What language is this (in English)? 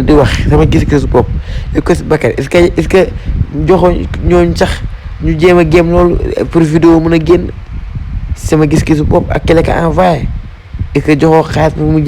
Wolof